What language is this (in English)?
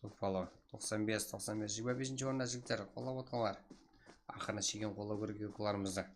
Kara-Kalpak